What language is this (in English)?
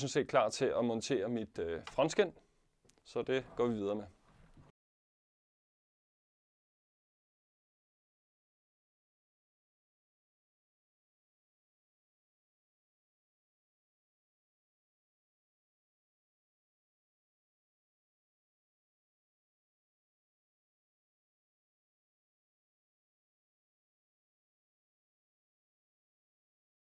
Danish